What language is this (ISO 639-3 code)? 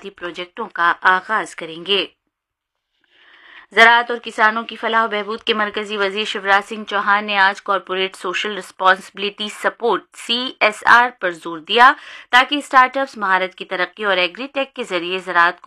urd